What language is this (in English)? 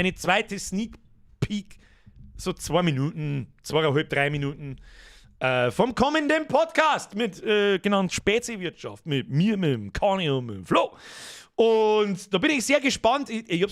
Bavarian